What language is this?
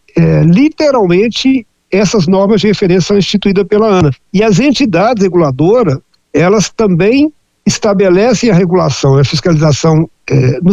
Portuguese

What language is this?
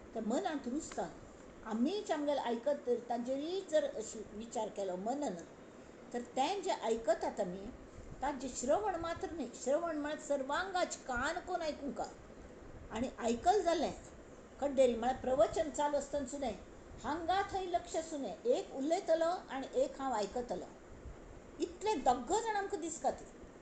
Konkani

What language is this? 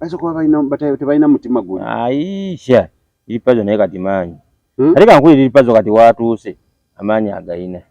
Ganda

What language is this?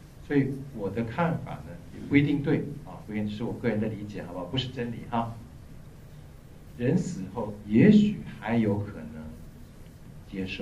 Chinese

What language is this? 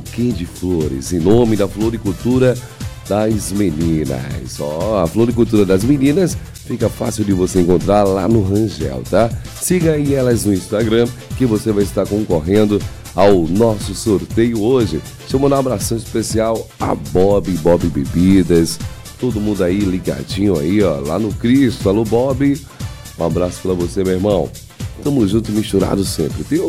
Portuguese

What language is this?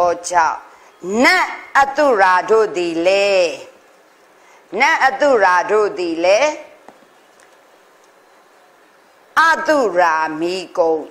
Burmese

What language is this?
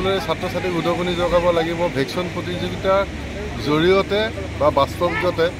Assamese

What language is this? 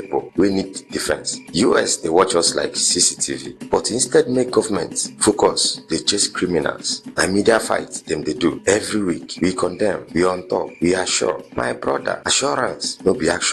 Nigerian Pidgin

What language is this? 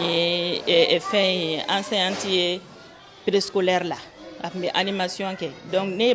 Bambara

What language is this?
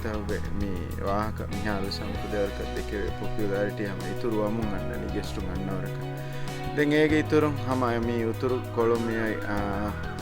Divehi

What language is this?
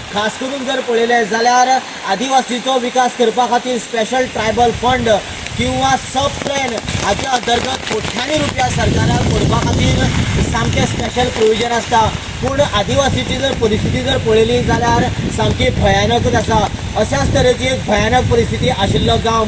Konkani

